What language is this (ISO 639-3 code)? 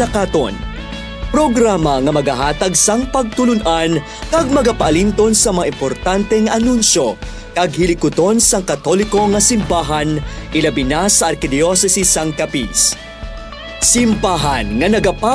hil